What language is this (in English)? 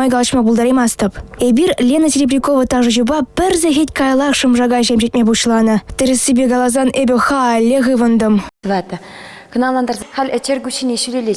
Chuvash